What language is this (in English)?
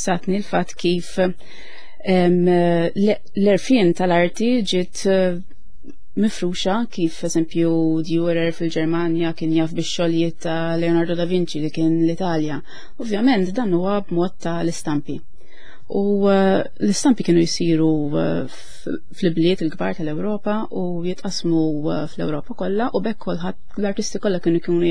Maltese